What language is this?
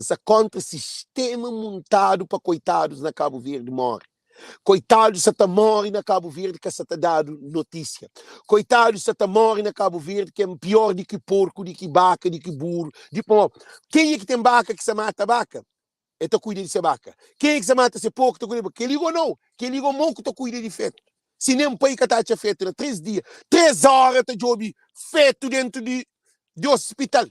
Kabuverdianu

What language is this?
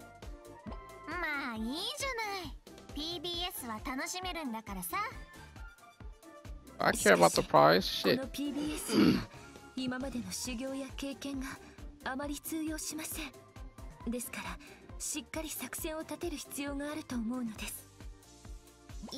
Japanese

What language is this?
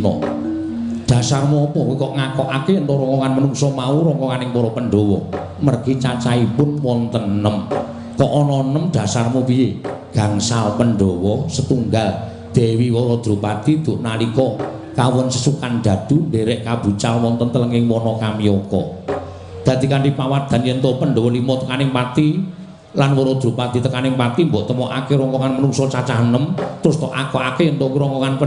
Javanese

